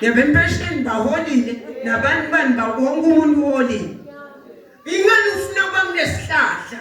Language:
Zulu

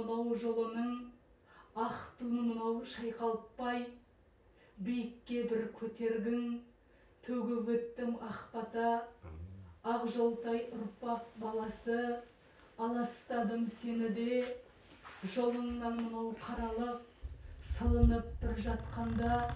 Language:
Kazakh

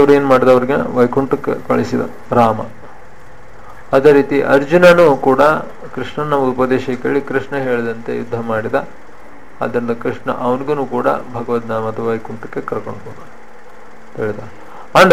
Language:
Kannada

